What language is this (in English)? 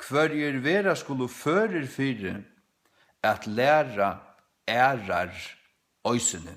Faroese